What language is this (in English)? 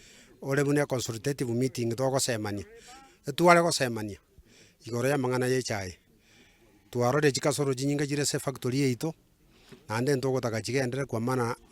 Gusii